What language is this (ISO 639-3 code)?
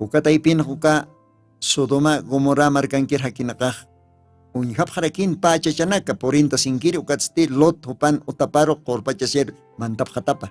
aym